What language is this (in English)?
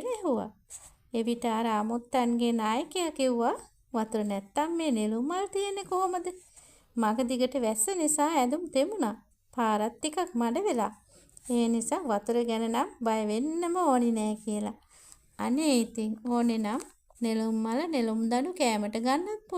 Sinhala